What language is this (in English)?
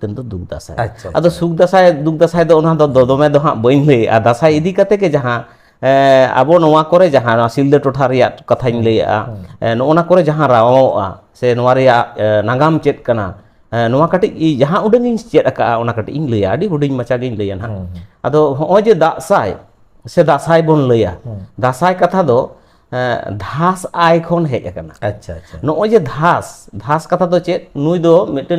Santali